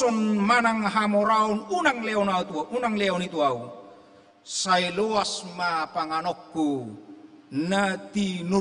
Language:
Batak Toba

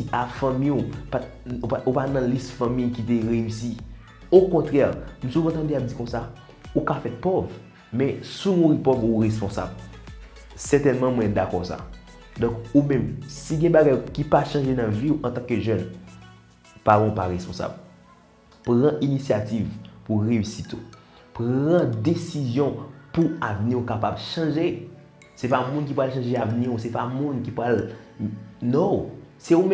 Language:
Haitian Creole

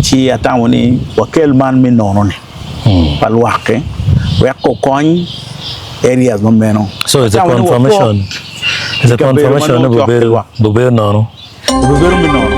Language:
Acoli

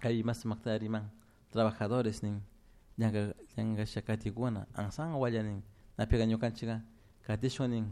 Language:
Chimborazo Highland Quichua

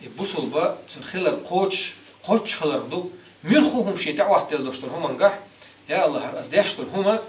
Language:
Chechen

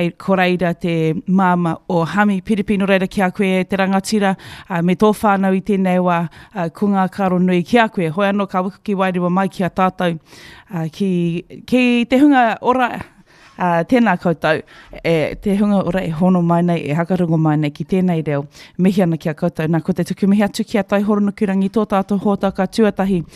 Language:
Māori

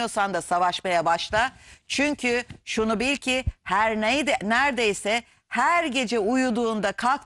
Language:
Turkish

